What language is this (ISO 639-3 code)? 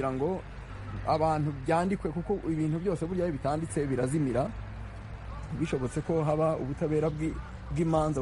kin